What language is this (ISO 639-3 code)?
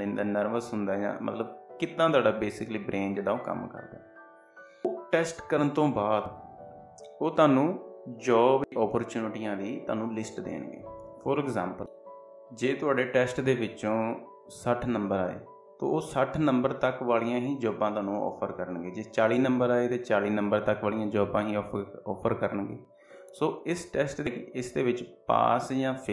pan